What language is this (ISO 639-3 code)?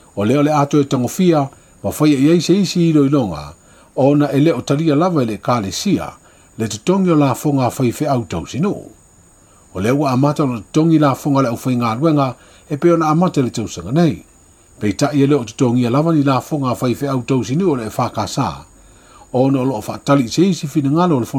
smo